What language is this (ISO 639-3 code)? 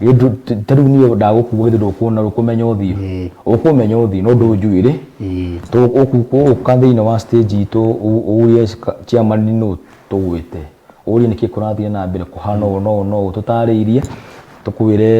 kik